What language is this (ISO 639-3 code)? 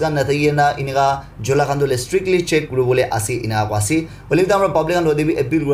nag